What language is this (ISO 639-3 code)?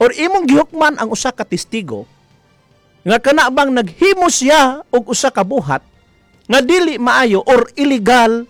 ceb